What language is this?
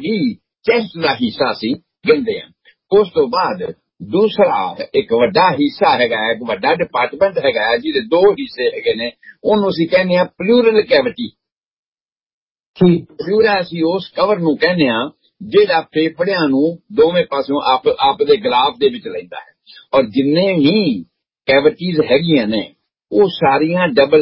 Punjabi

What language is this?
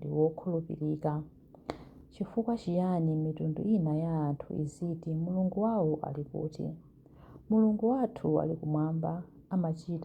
Nyanja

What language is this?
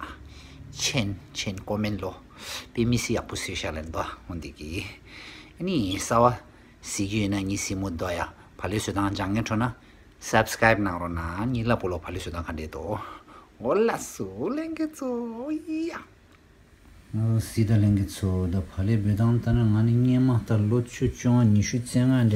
Tibetan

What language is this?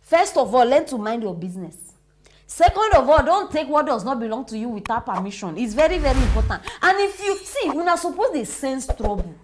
Nigerian Pidgin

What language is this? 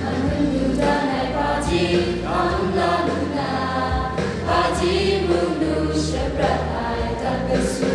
Kachin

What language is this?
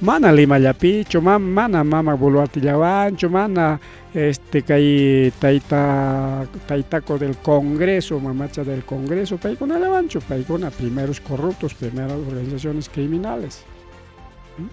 Ayacucho Quechua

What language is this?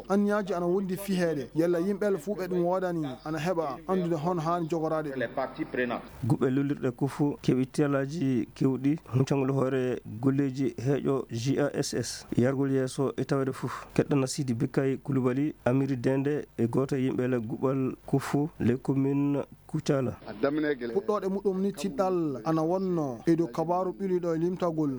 Fula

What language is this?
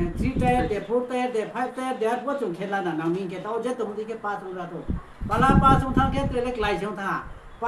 Riang (India)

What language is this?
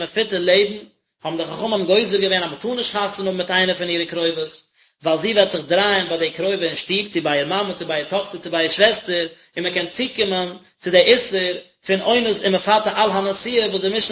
Yiddish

